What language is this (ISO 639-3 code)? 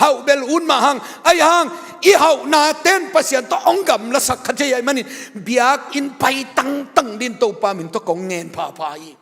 ctd